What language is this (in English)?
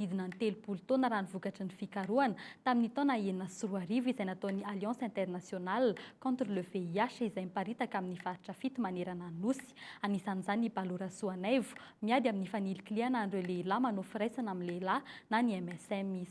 Malagasy